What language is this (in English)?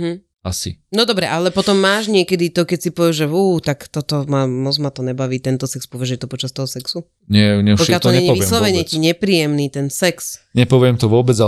Slovak